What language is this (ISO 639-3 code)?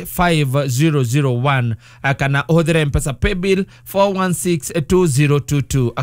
kik